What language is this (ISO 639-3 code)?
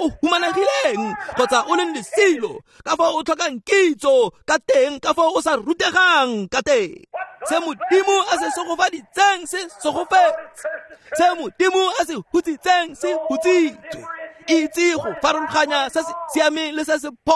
tsn